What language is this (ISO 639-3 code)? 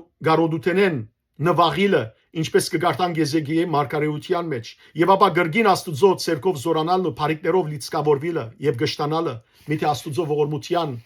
hyw